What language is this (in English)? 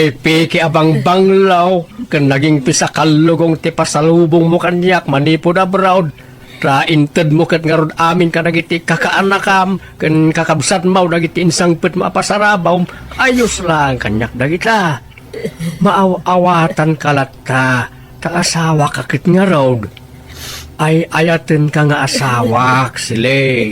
Iloko